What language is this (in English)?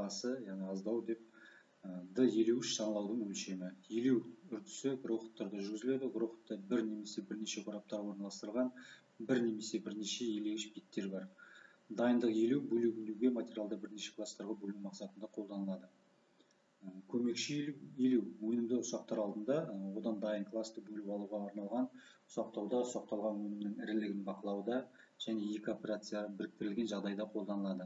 Kazakh